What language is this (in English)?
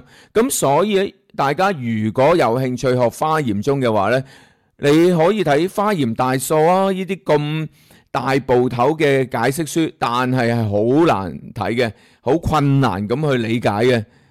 Cantonese